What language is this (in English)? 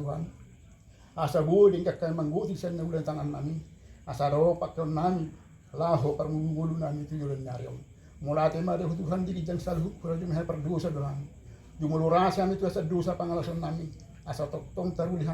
Batak Toba